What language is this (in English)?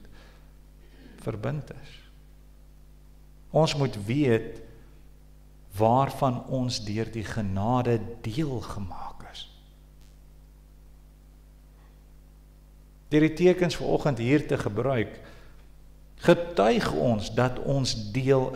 Afrikaans